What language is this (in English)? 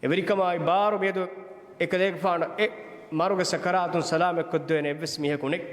Divehi